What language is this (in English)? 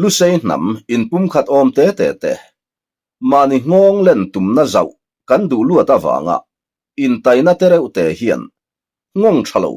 Mizo